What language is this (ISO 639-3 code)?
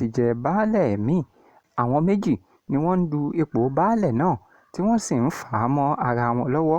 yor